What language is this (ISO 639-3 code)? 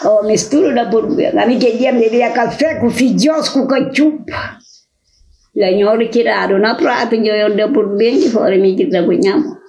kea